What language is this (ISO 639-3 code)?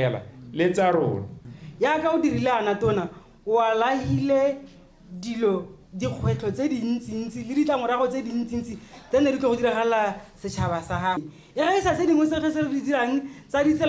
tsn